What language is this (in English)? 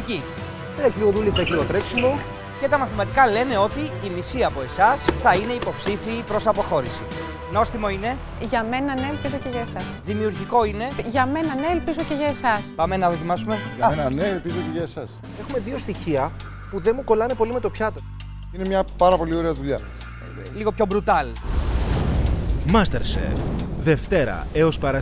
Greek